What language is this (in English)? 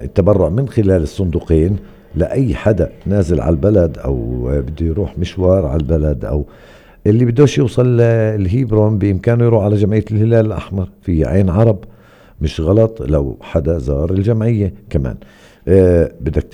North Levantine Arabic